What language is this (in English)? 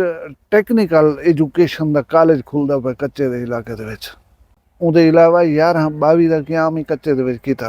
Saraiki